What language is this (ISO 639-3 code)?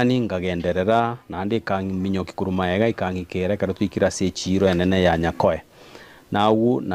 guz